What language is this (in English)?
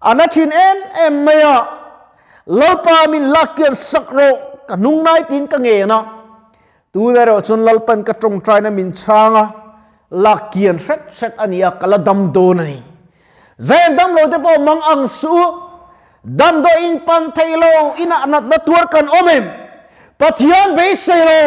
Mizo